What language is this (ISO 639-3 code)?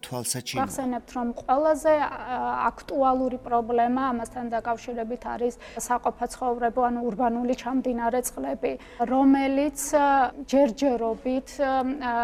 kat